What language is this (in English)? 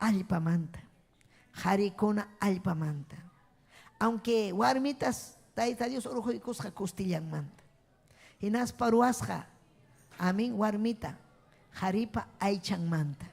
Ayacucho Quechua